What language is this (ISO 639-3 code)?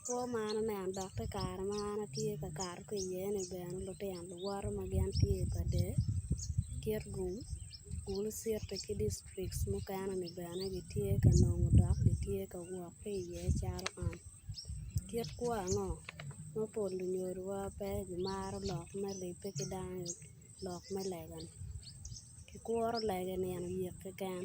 ach